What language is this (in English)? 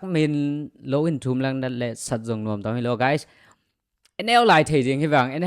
Tedim Chin